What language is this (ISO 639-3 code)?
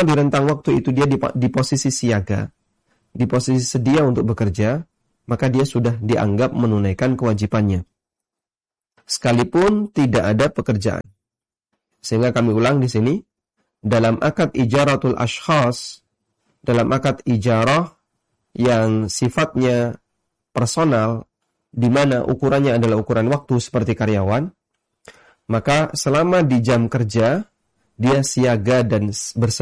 ind